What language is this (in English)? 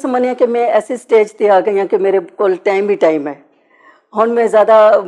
Western Panjabi